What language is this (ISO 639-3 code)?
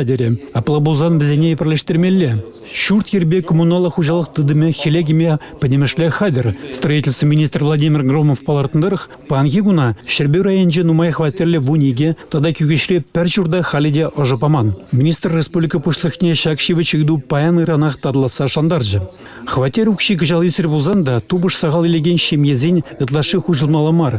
chv